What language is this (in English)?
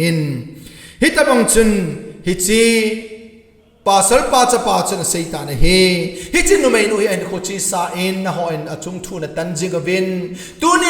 Thado Chin